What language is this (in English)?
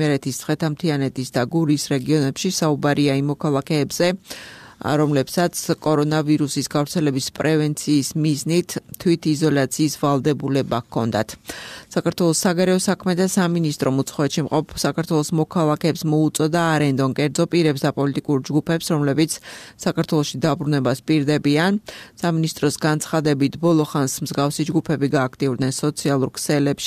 Georgian